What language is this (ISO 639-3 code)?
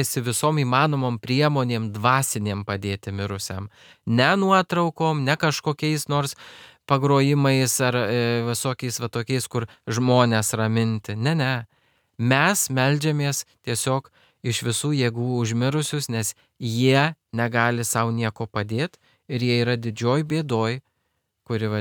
lit